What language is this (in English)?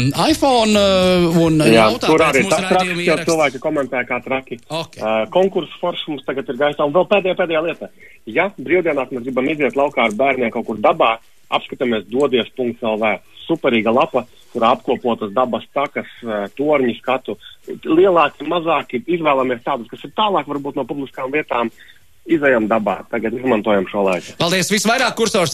Latvian